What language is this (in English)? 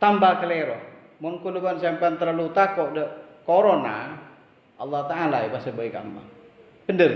Madurese